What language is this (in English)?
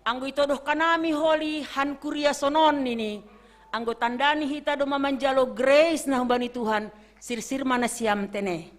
Batak Simalungun